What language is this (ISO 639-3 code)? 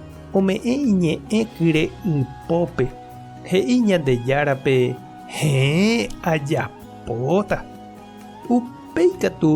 grn